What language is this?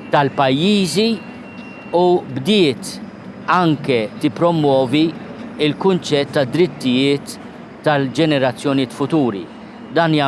Maltese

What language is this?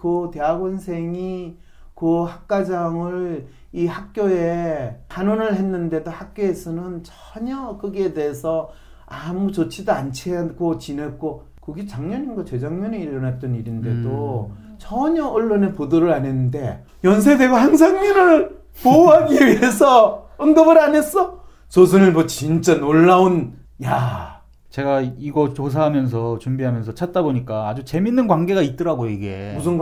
Korean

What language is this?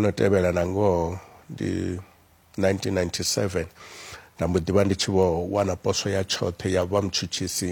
Venda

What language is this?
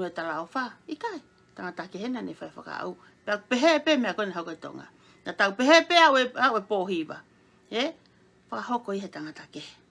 Tongan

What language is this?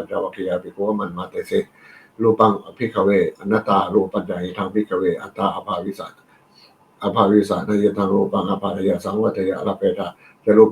Pali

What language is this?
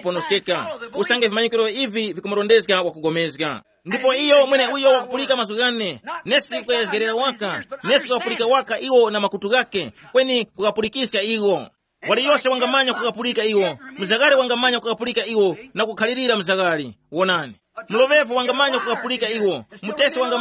Tumbuka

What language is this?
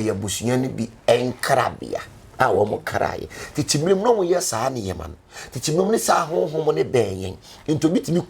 Akan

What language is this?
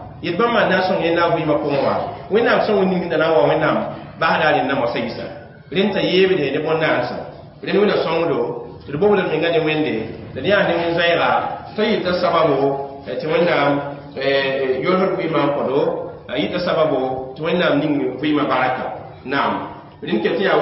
Mossi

